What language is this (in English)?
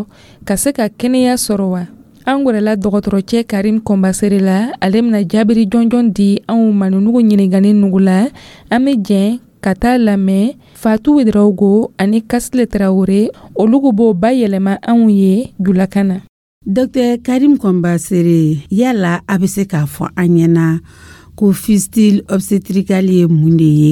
Dyula